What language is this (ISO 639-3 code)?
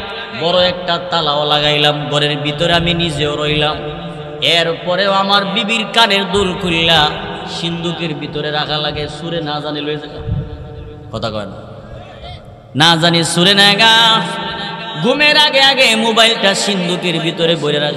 ben